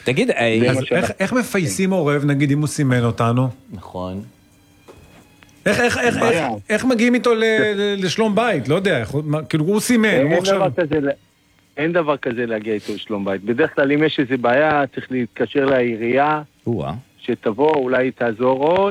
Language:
Hebrew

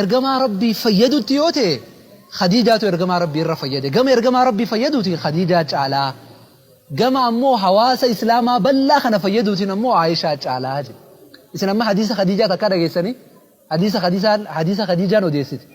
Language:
Oromo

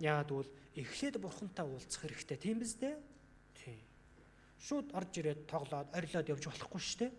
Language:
Mongolian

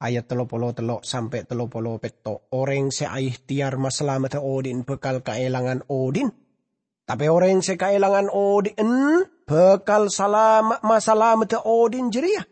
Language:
Madurese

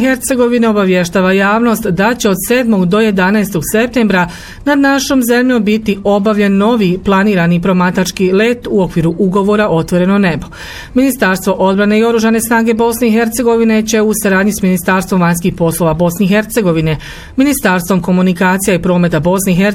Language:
Bosnian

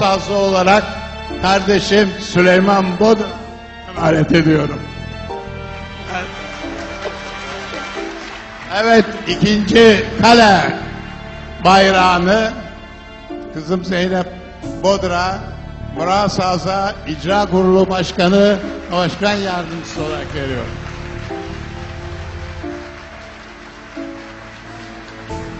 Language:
Turkish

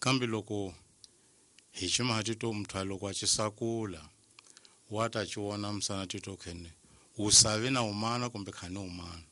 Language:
Tsonga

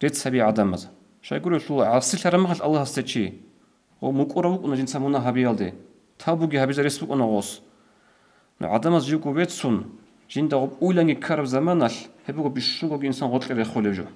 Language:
Avaric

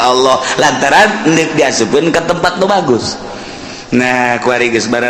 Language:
Sundanese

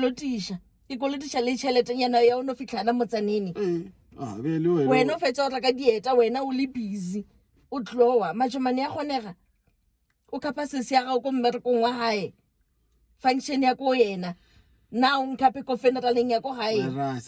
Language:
Northern Sotho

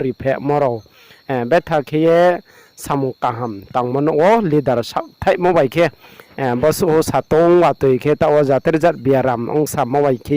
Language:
Riang (India)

